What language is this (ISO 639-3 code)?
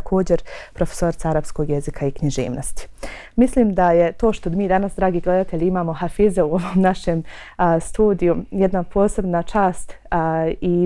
bos